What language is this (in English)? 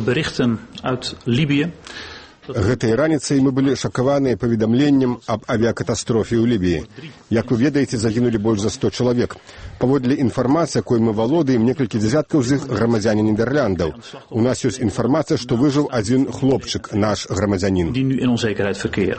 Belarusian